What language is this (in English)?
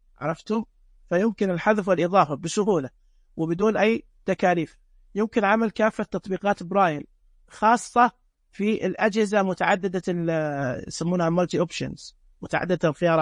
Najdi Arabic